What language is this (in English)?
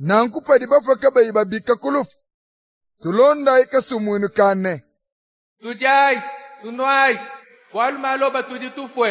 Luba-Lulua